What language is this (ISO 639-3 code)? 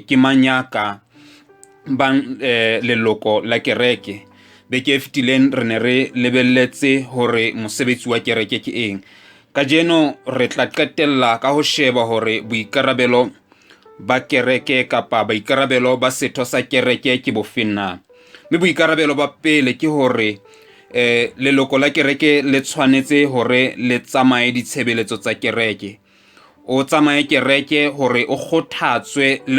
sot